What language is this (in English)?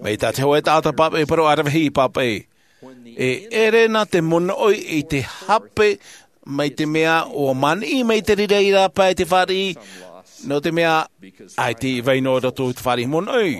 Tahitian